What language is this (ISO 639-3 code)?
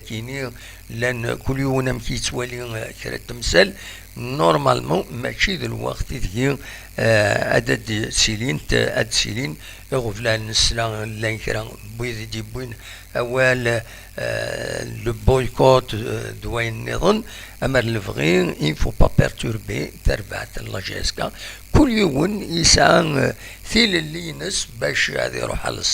kab